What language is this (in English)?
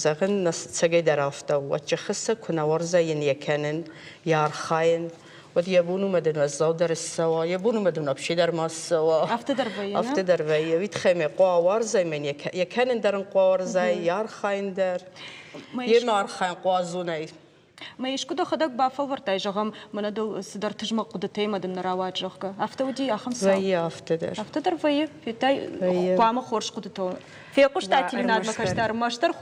Ossetic